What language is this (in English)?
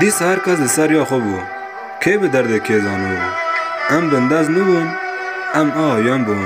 Kurdish